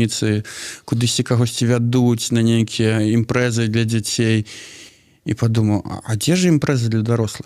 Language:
Belarusian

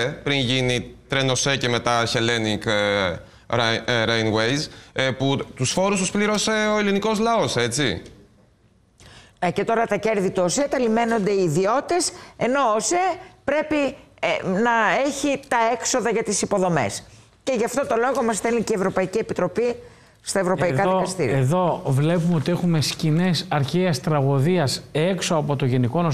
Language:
Greek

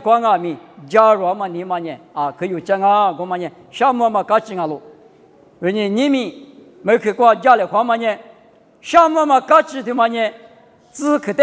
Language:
Lisu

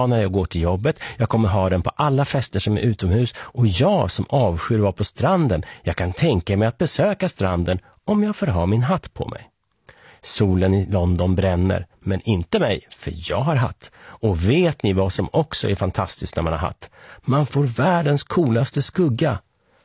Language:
Swedish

